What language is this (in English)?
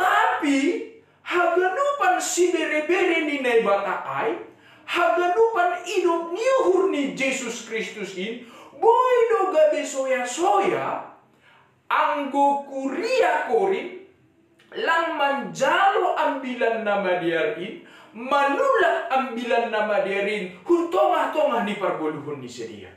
Batak Simalungun